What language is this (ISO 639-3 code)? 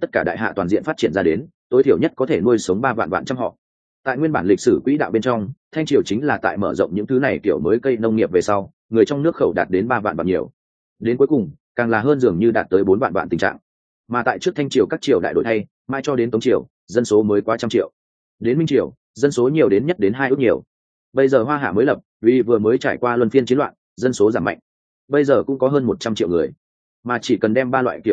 vie